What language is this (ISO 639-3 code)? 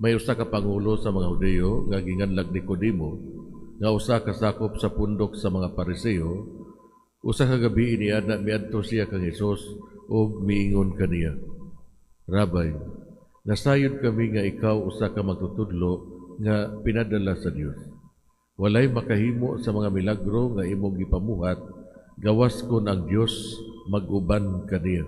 ceb